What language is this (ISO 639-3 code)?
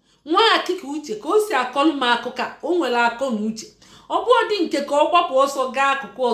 ibo